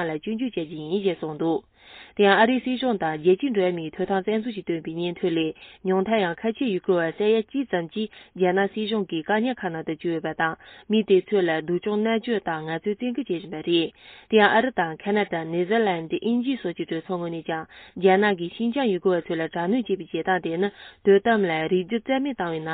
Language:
Tibetan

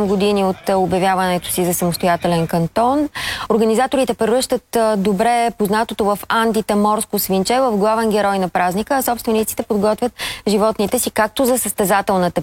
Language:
Bulgarian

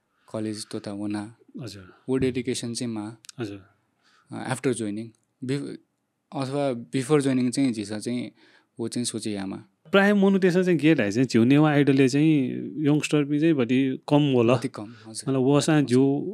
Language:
Newari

